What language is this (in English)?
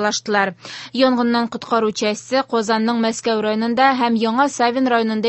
Tatar